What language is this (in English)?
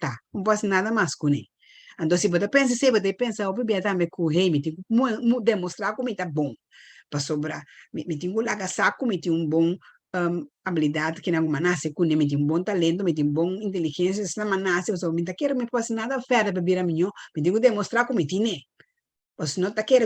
Papiamento